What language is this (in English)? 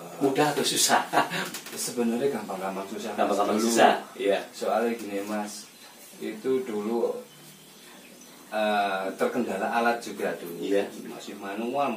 Indonesian